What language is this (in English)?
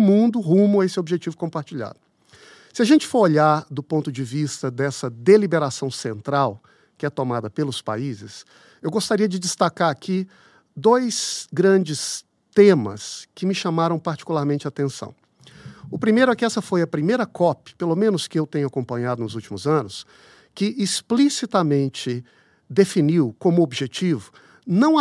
Portuguese